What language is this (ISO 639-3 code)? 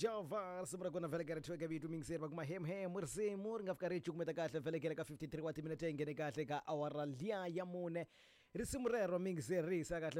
tso